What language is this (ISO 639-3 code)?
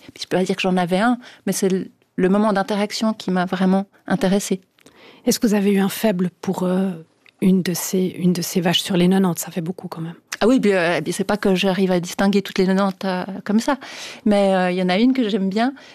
fra